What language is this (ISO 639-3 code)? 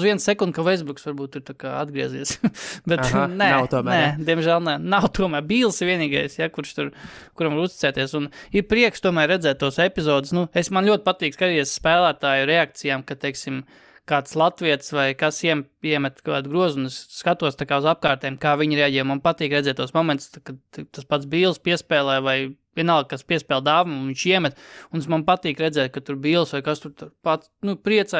lav